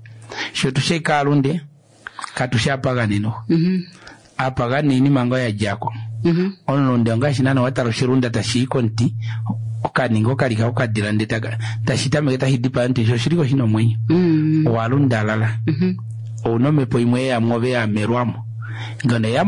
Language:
Kuanyama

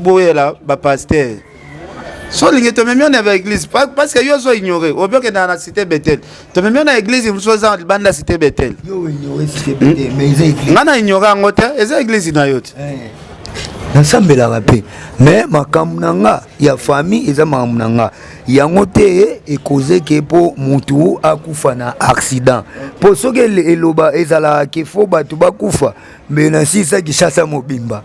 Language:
Lingala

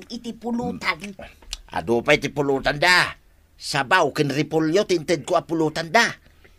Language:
Iloko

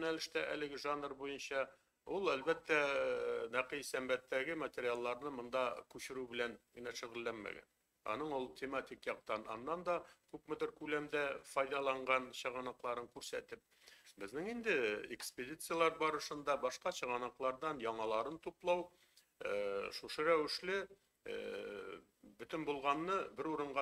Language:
Tatar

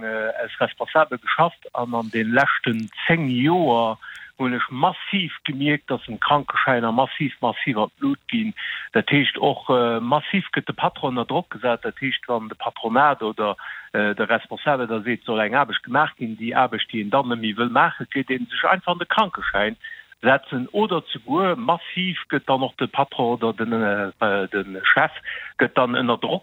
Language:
Luxembourgish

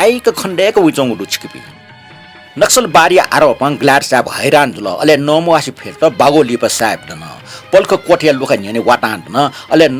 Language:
Newari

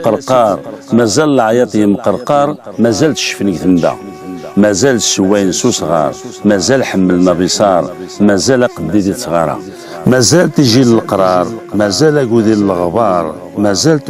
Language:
Kabyle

